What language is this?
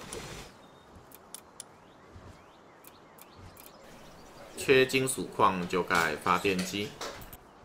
Chinese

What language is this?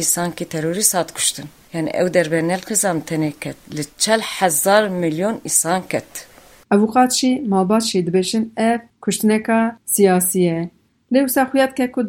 Kurdish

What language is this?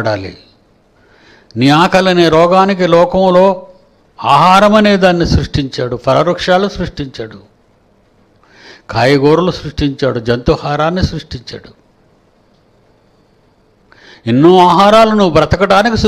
Telugu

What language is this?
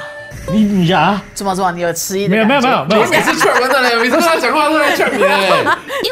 Chinese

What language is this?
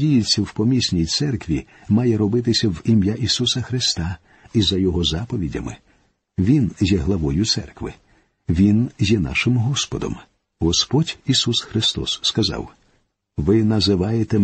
Ukrainian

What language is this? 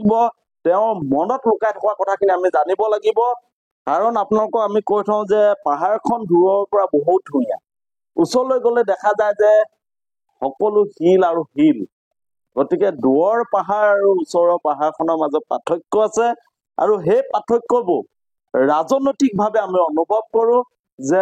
Assamese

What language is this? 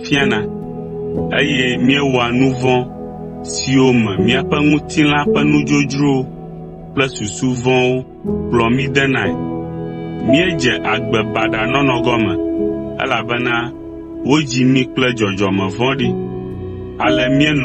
Ewe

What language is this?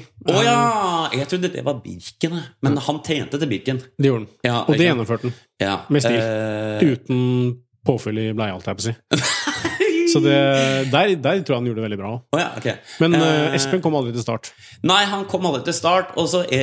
Norwegian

